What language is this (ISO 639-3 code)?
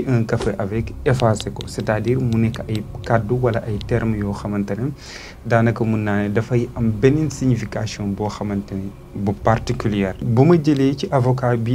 wol